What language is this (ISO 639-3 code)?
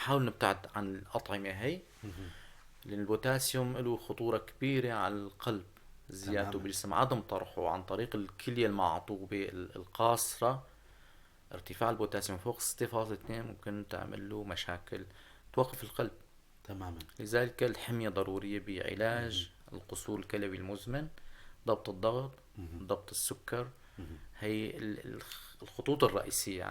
apc